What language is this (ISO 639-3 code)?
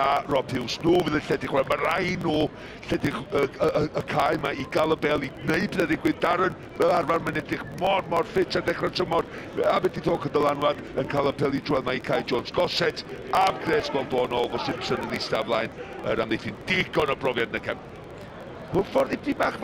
cym